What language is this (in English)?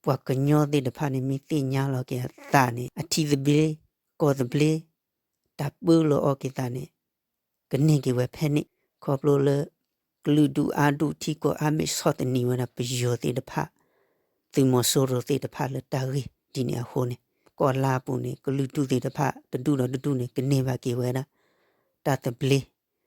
S'gaw Karen